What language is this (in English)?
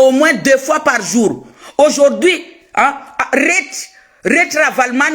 Malagasy